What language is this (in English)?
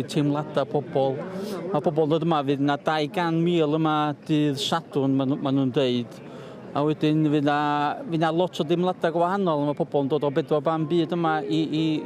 Welsh